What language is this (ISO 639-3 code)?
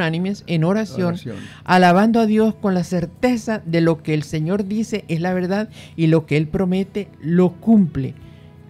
spa